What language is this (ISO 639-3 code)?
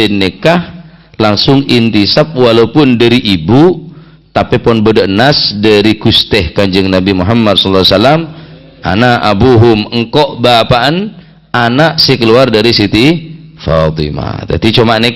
mad